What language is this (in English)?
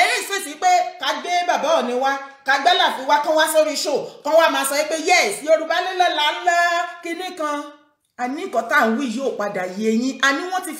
Yoruba